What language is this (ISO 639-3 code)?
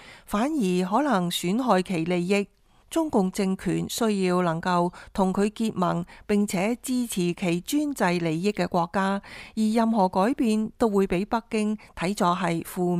yue